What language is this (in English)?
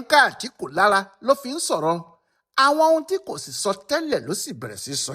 Yoruba